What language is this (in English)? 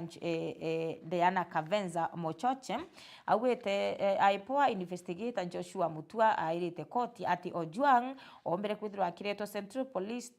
Meru